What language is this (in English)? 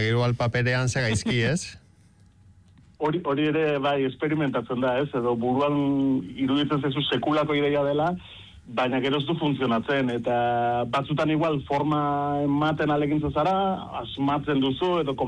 Basque